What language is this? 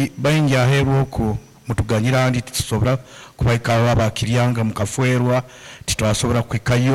Nyankole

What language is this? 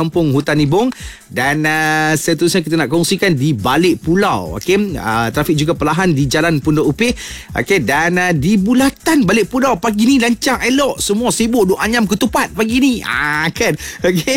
Malay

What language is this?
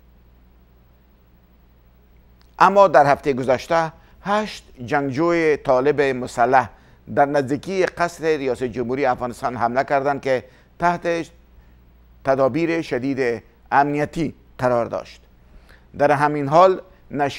Persian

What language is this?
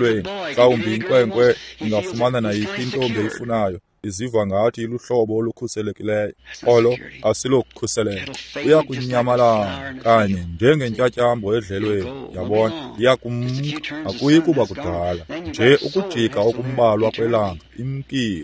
Xhosa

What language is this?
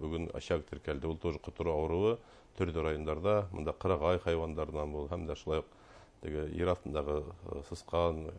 Bashkir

